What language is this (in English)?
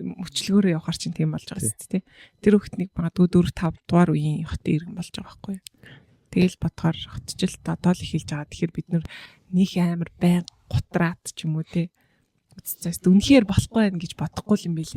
Mongolian